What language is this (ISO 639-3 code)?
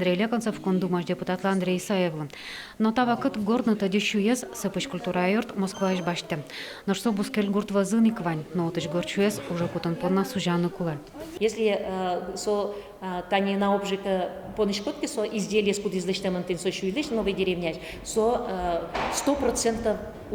udm